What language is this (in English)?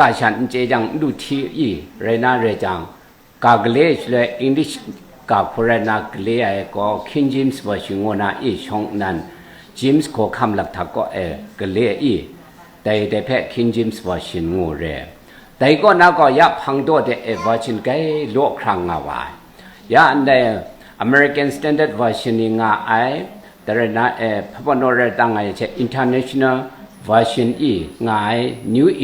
Kachin